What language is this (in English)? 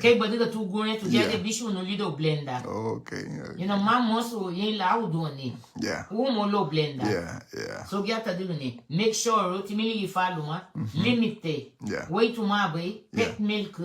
Garifuna